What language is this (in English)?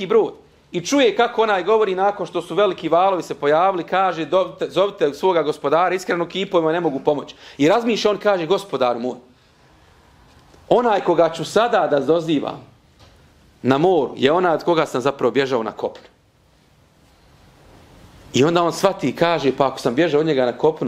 Bosnian